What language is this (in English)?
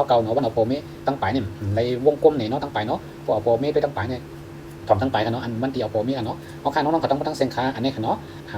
Shan